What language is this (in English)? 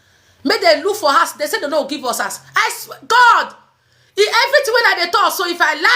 Nigerian Pidgin